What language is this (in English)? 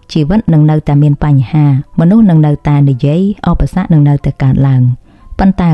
Khmer